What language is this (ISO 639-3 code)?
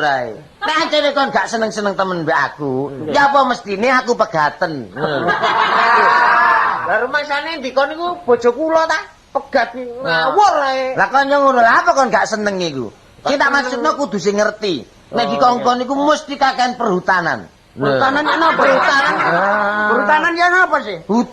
jav